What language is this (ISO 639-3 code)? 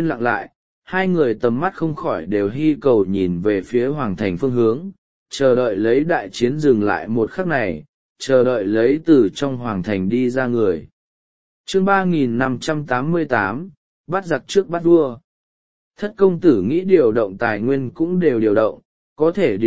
vie